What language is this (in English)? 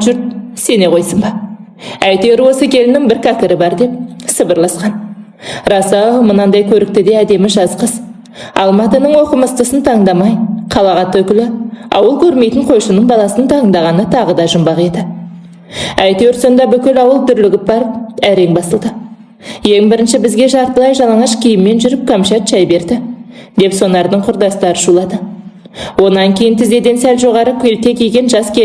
Kazakh